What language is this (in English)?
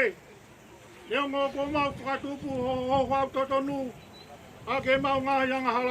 Tongan